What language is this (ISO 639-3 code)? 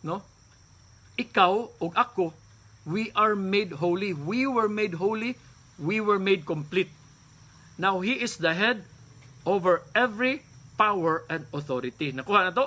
ceb